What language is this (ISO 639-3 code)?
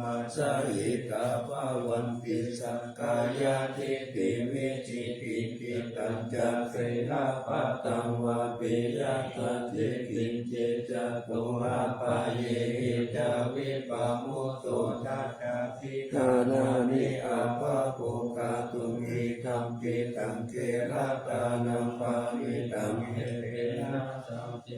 pli